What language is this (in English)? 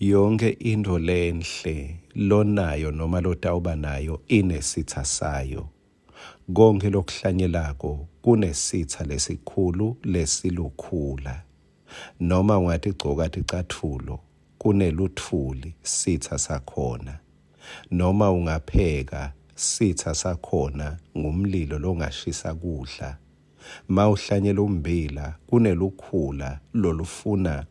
Swati